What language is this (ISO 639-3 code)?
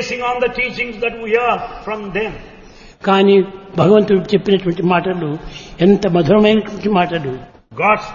tel